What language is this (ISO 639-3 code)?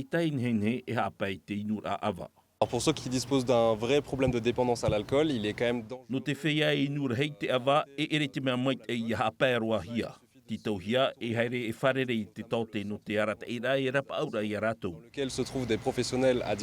tah